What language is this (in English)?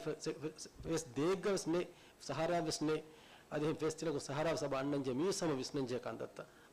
Divehi